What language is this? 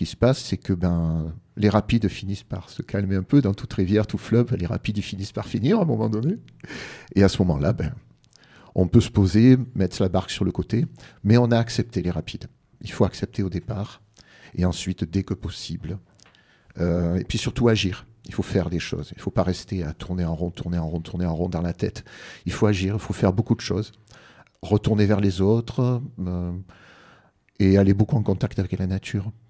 French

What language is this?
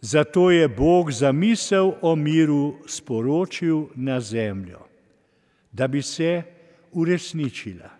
Slovenian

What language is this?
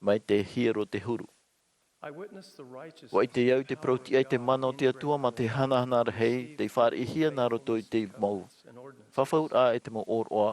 Tahitian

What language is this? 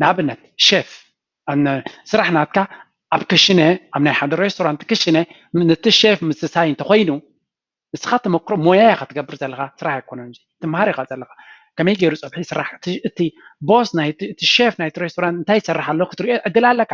Tigrinya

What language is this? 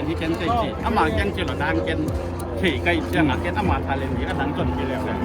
Tedim Chin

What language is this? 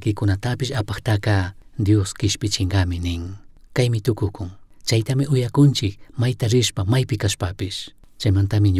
Chimborazo Highland Quichua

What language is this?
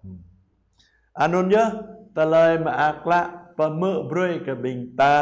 Jarai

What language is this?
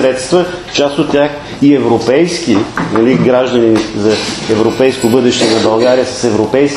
Bulgarian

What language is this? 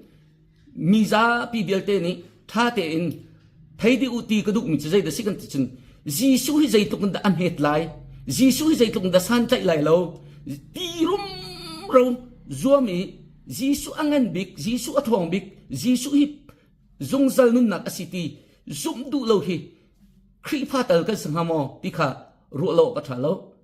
Hakha Chin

